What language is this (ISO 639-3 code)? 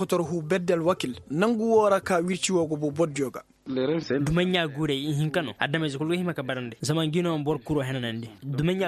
ses